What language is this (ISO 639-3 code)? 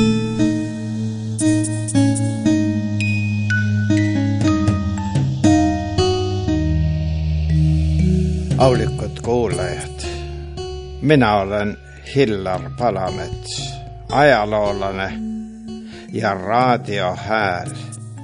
est